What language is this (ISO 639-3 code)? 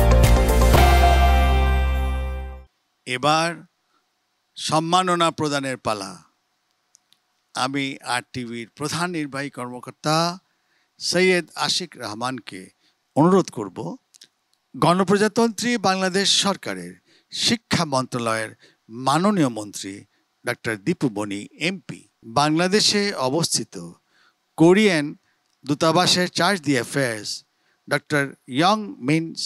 ben